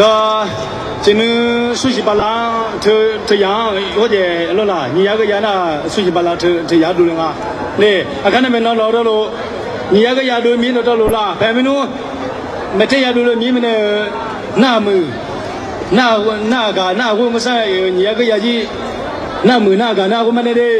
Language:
Akha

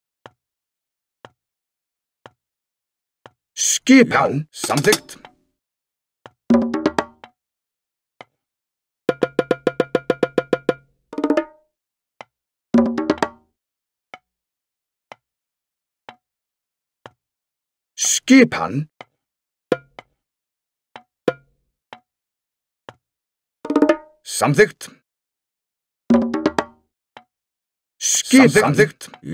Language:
Icelandic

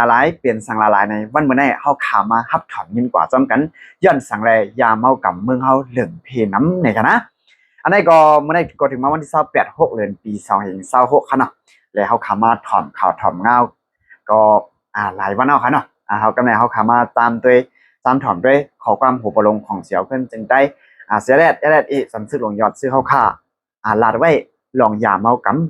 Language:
Shan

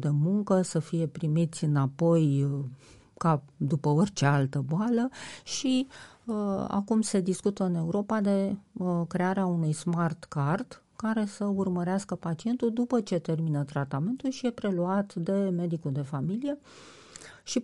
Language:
Romanian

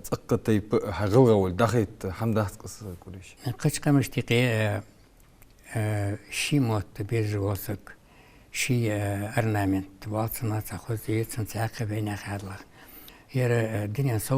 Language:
Ingush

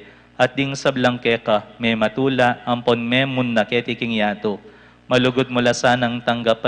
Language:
Pampanga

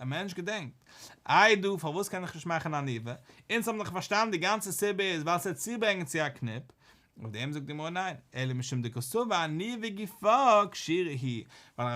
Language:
Yiddish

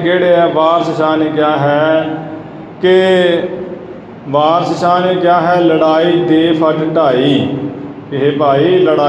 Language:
Punjabi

